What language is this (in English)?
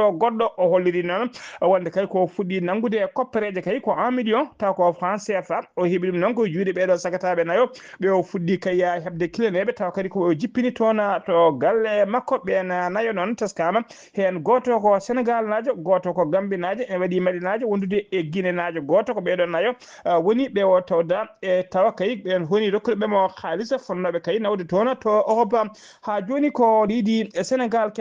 Fula